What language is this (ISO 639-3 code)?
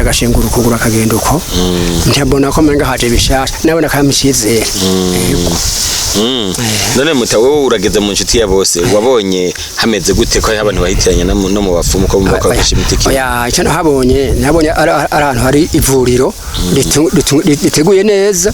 run